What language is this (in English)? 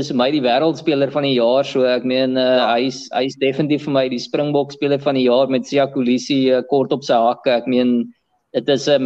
Afrikaans